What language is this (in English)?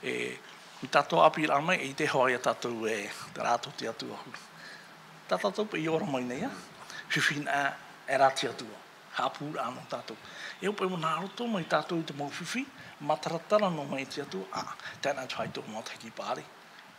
Tahitian